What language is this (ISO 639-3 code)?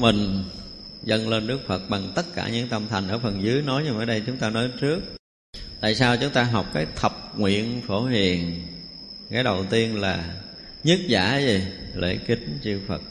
vie